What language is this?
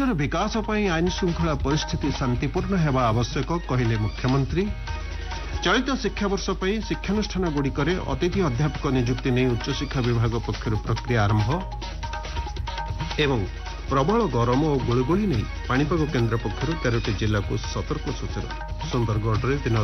Odia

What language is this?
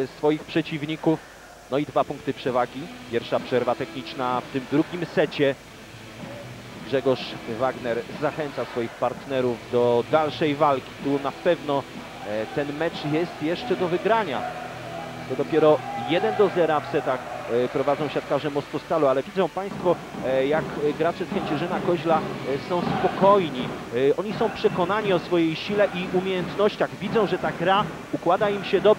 Polish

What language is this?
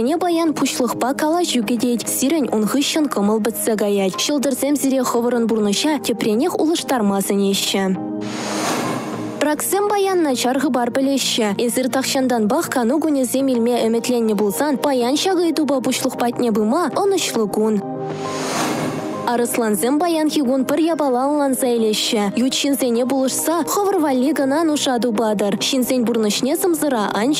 Chuvash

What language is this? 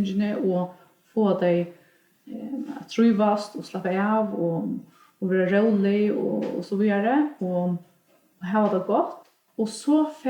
Faroese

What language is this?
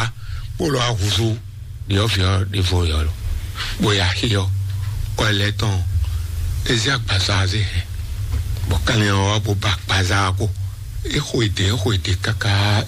Fon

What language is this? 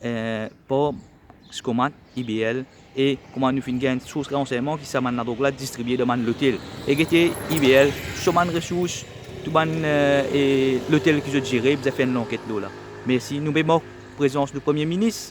Morisyen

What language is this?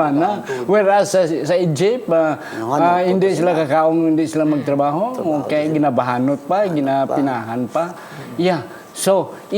Hiligaynon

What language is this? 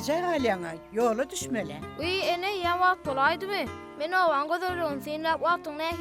Turkmen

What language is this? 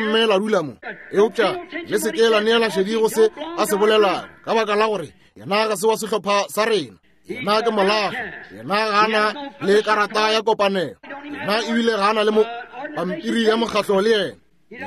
Northern Sotho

